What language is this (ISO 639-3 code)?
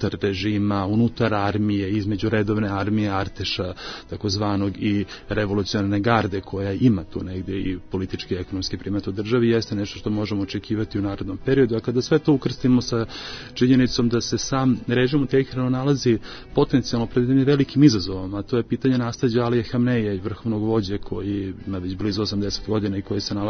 srp